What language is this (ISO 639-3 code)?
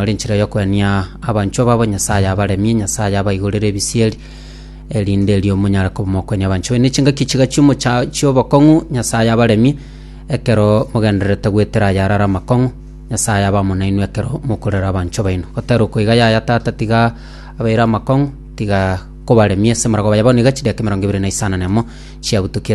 guz